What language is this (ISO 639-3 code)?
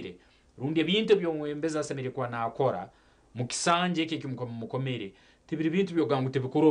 nyn